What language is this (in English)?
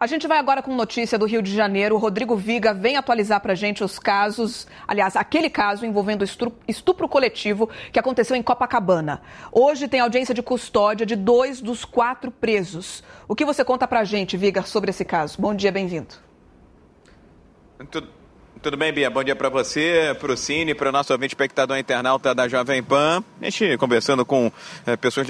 Portuguese